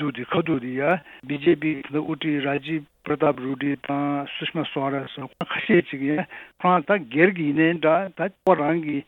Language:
Tibetan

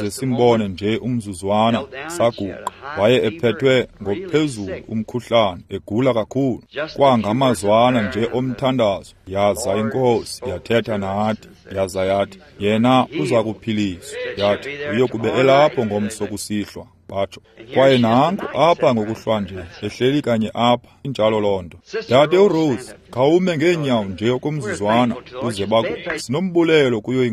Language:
Xhosa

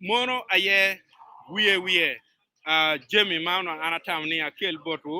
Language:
Acoli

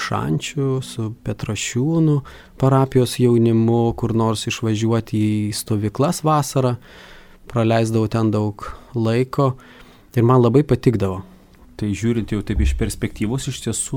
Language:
Lithuanian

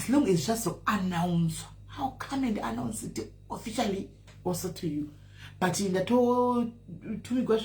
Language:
Shona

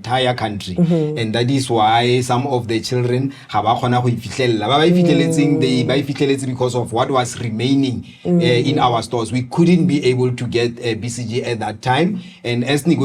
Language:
Tswana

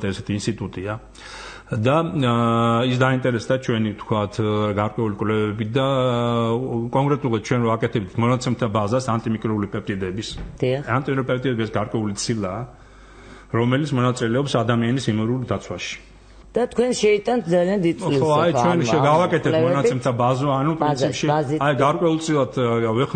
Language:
Georgian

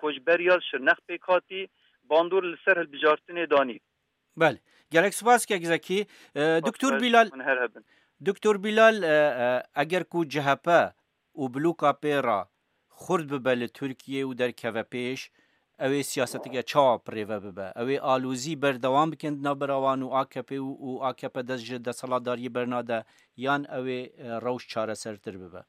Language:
Kurdish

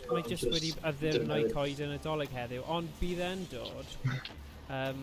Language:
Welsh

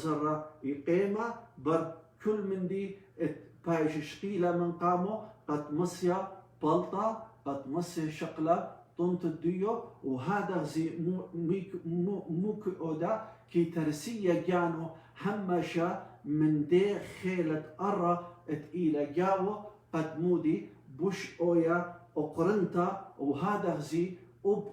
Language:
Assyrian Neo-Aramaic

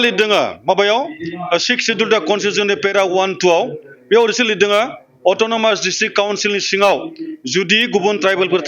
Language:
Bodo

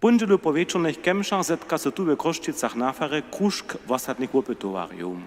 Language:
Upper Sorbian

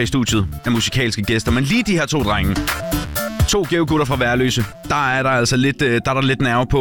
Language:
Danish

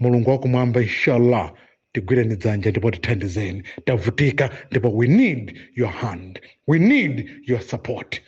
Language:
Nyanja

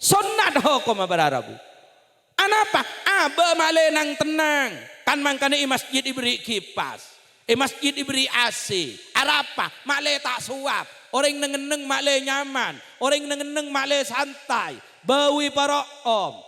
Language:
Madurese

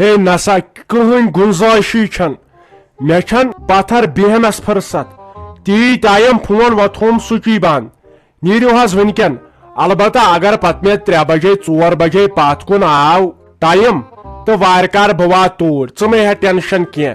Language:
Kashmiri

